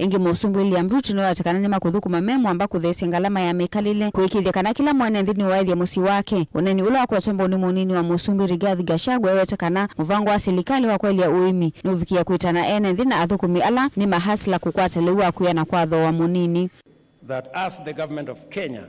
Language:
Kamba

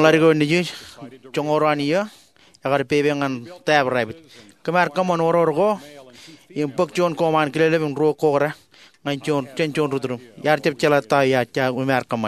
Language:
Marshallese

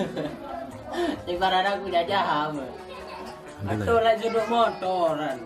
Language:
Sasak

